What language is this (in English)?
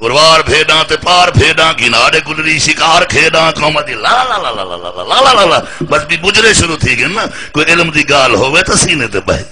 Saraiki